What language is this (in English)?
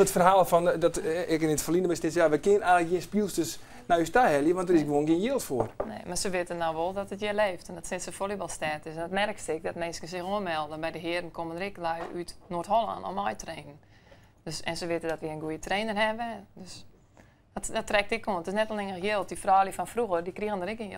Western Frisian